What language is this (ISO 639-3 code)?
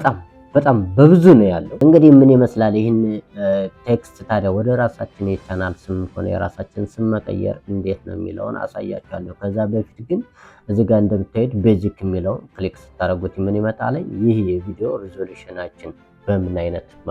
amh